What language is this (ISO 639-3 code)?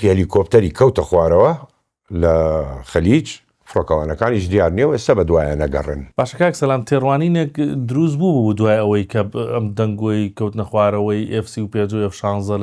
ckb